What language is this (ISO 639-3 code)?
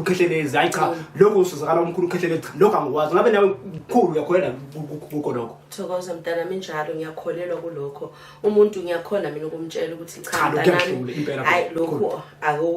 zul